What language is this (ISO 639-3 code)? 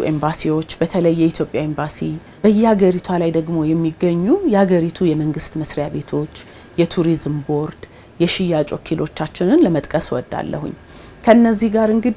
amh